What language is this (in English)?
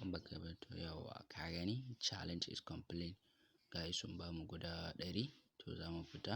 Hausa